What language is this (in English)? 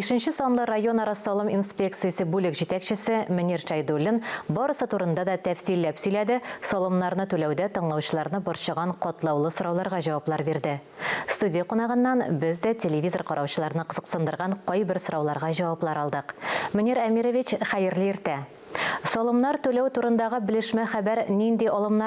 Tatar